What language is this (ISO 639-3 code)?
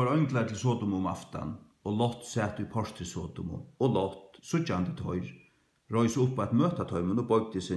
fao